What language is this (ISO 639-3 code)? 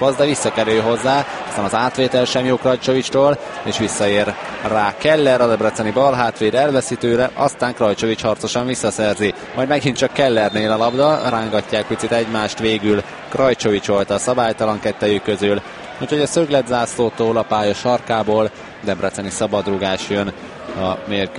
hun